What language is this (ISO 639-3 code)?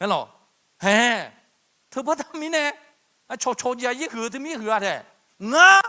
ahk